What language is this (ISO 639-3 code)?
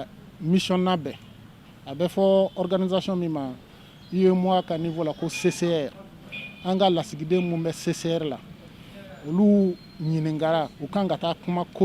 bam